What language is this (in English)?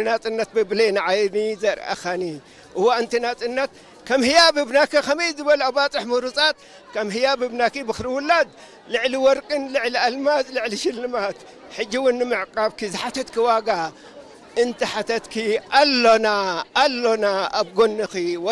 Tigrinya